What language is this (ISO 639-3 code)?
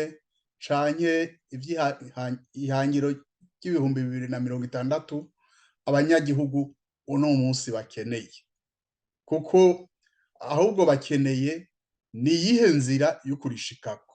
run